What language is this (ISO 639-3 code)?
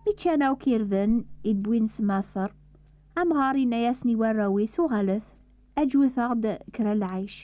kab